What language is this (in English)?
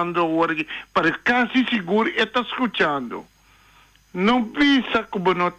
Papiamento